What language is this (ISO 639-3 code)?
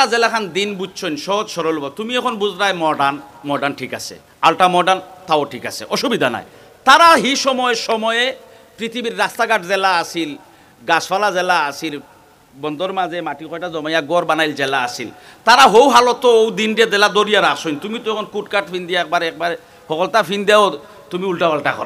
syl